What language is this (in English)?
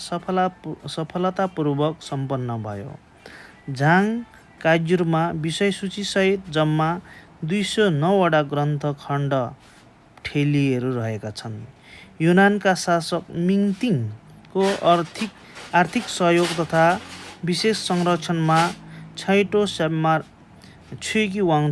Nepali